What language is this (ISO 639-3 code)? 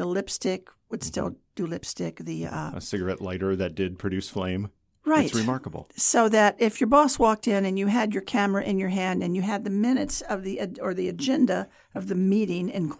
eng